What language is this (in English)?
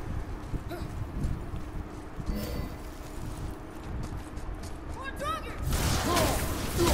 English